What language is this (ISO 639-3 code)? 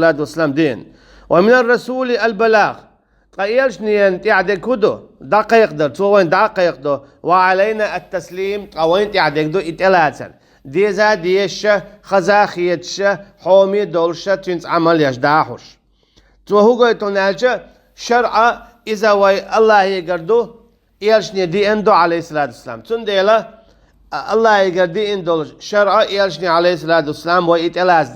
che